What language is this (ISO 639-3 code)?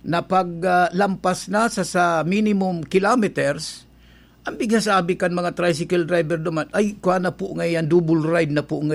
bik